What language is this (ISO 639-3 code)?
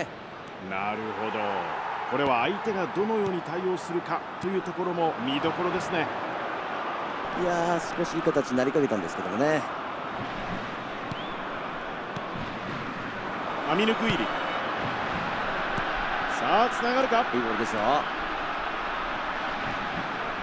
jpn